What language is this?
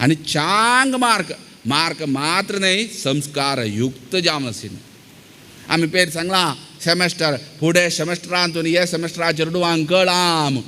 Konkani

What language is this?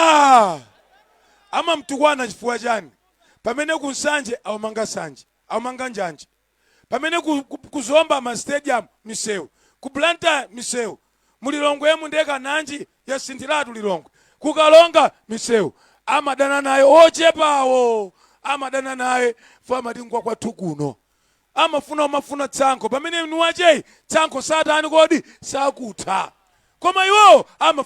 Nyanja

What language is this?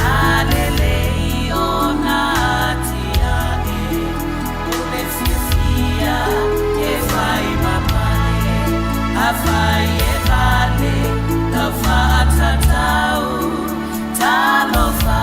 Samoan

